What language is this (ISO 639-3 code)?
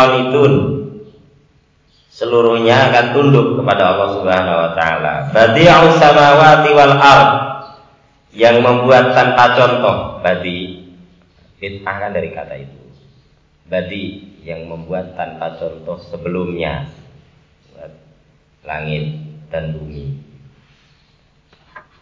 ind